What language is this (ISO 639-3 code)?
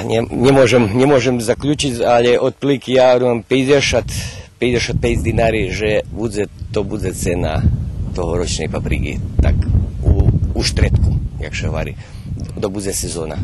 rue